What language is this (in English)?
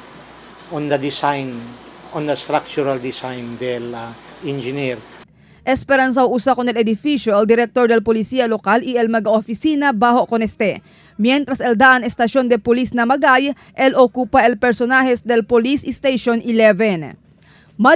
Chavacano